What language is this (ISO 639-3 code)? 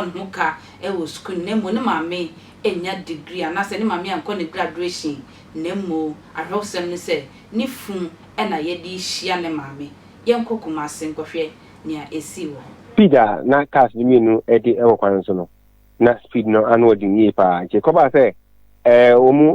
aka